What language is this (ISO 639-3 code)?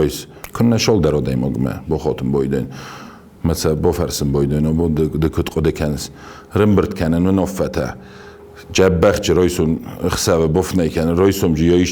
oss